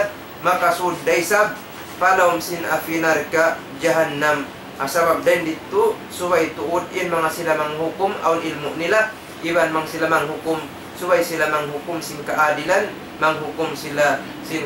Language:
Tausug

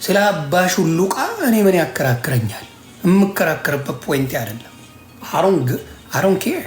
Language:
Amharic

